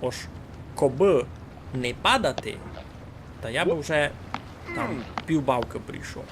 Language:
Rusyn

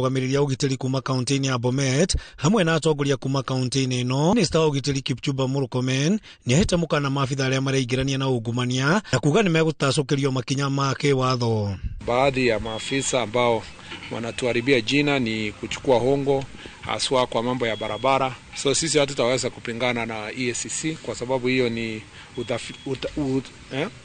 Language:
Kikuyu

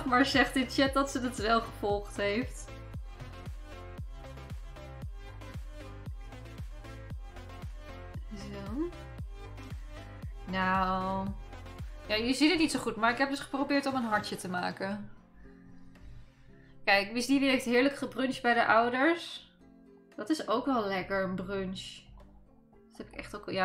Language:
Dutch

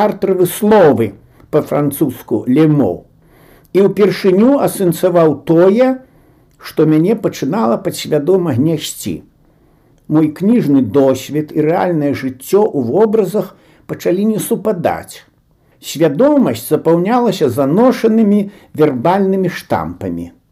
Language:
Belarusian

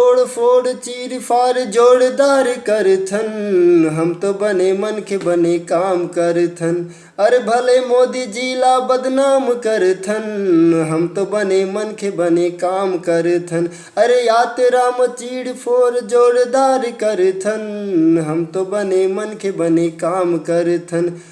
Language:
Chhattisgarhi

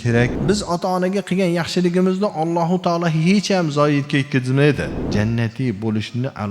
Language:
Uzbek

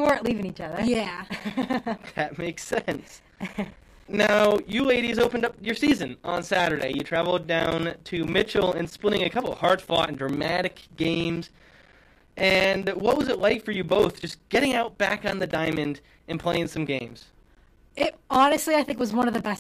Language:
English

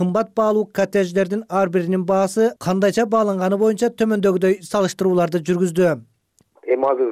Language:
Kyrgyz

